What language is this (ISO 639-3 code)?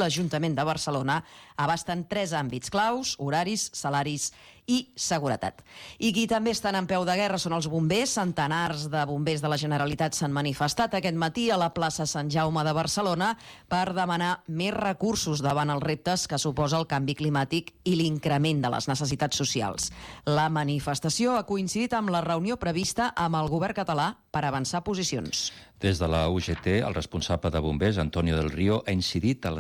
cat